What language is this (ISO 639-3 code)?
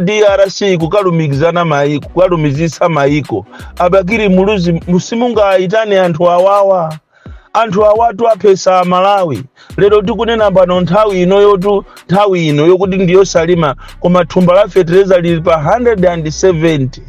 nya